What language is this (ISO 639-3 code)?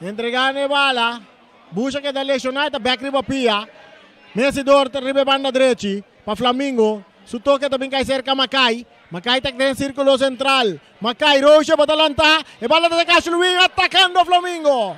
pap